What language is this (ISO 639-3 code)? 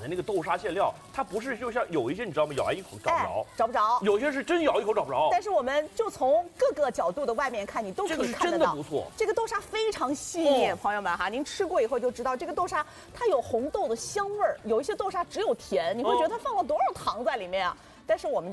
zho